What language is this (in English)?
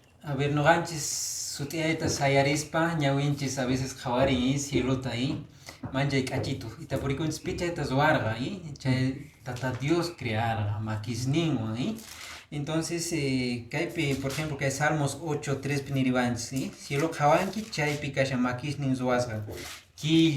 Quechua